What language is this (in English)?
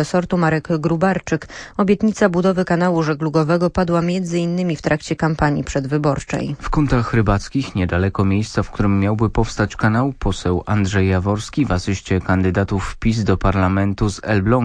Polish